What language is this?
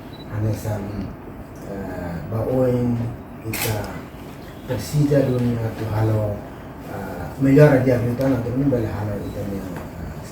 Tetum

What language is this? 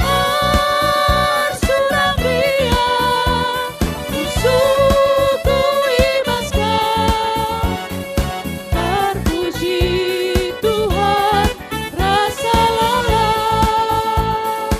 Batak Karo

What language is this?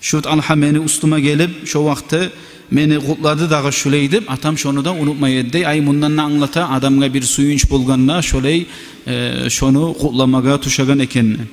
Kumyk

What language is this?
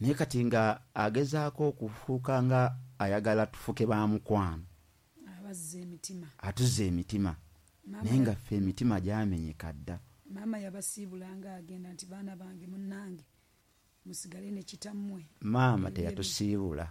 Ganda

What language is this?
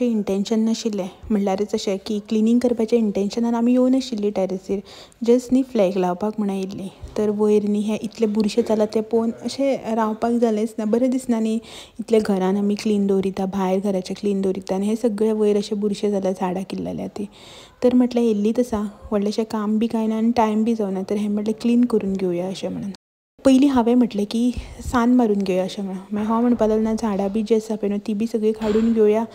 Konkani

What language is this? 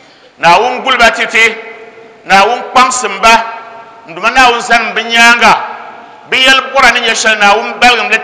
Dagbani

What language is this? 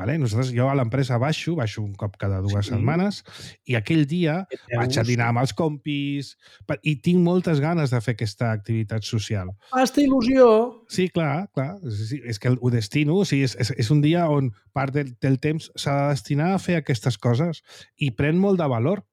Catalan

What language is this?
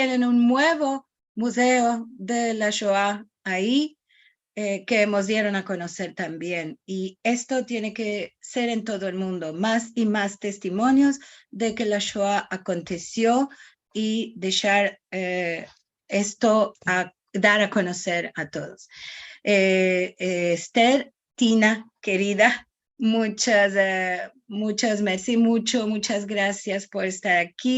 Ladino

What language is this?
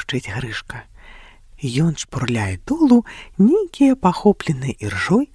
Belarusian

